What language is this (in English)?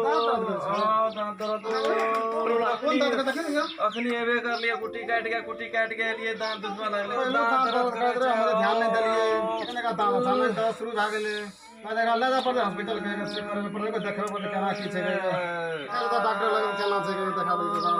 Maithili